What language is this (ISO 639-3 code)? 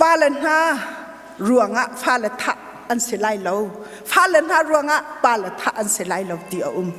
cnh